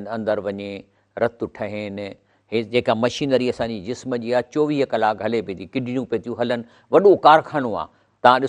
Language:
Sindhi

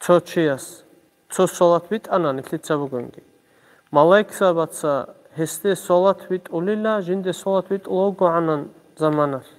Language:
Avaric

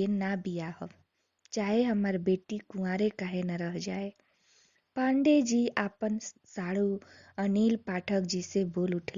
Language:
Bhojpuri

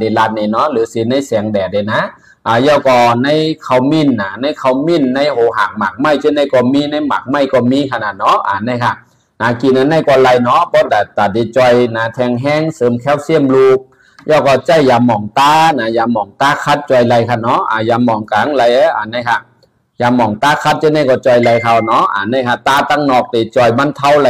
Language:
Shan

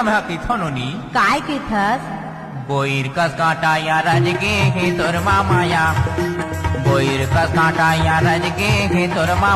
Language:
Chhattisgarhi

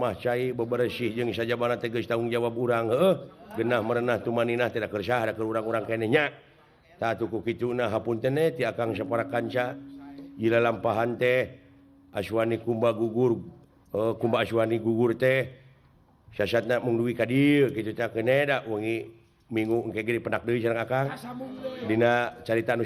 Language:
Sundanese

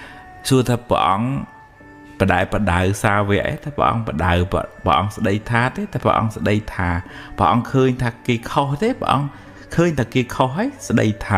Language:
Khmer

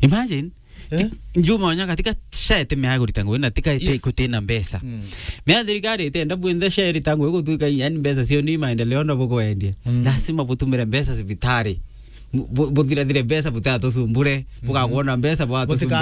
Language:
Meru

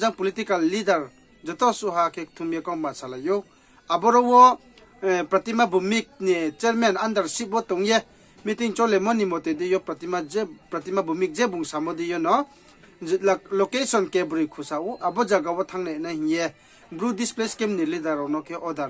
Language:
Riang (India)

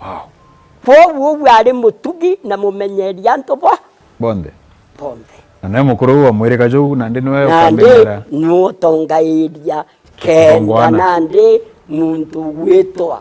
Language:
Meru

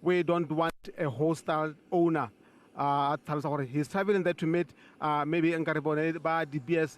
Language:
Tswana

